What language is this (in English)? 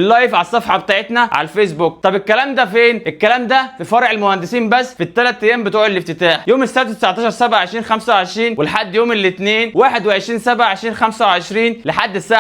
Egyptian Arabic